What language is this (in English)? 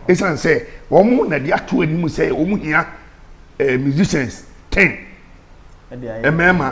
Akan